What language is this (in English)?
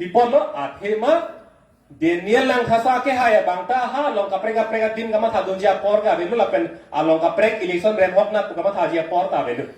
Karbi